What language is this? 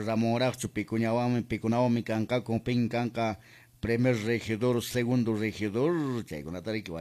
Quechua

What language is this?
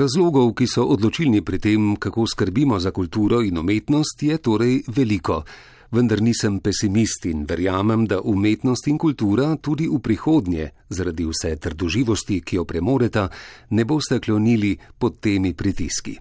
Slovenian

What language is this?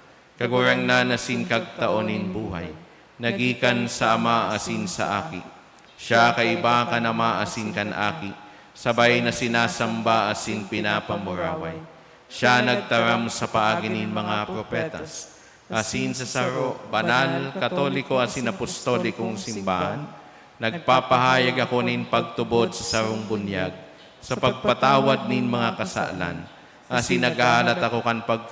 Bikol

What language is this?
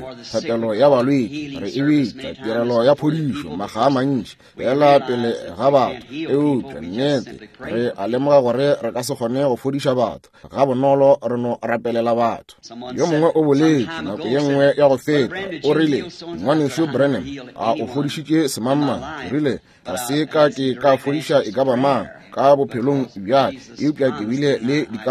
Northern Sotho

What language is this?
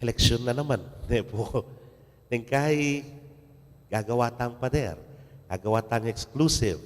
Pampanga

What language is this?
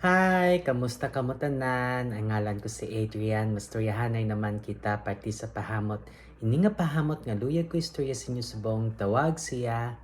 Hiligaynon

